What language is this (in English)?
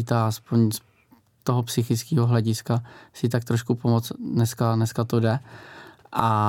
Czech